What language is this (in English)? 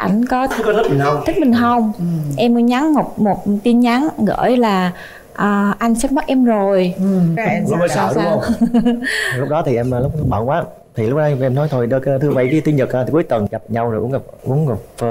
Vietnamese